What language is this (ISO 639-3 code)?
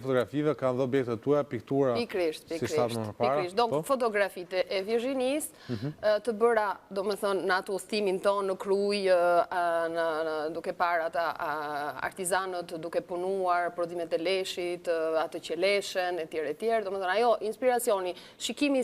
sqi